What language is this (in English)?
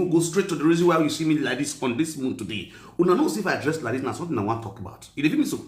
Nigerian Pidgin